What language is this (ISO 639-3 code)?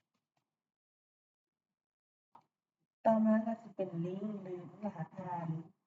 lao